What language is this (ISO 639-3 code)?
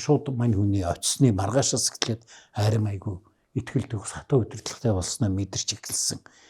mon